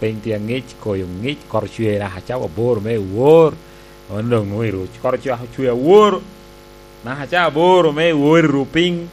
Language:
Lango (Uganda)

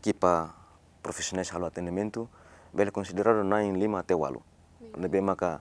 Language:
Tetum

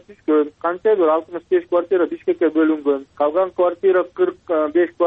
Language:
Kyrgyz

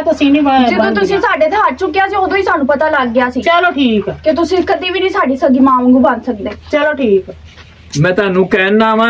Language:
Punjabi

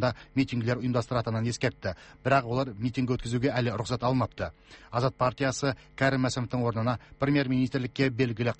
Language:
Kazakh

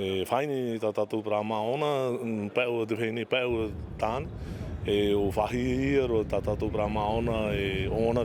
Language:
Tahitian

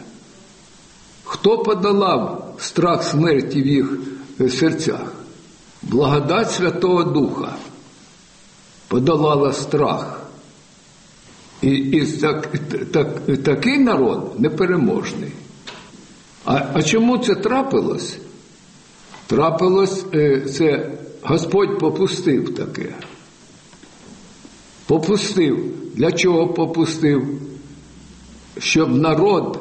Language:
Ukrainian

